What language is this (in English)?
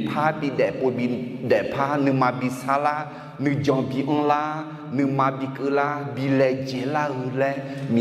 Akha